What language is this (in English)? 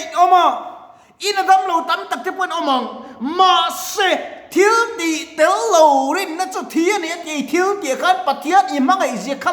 Mizo